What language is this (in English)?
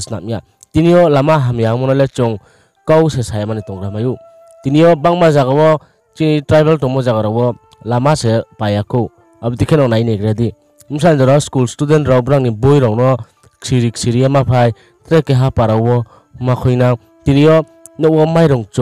Riang (India)